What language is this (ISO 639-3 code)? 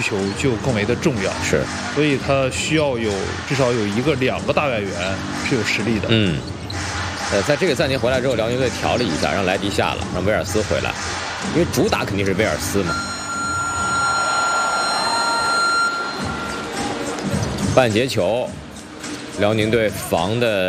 zho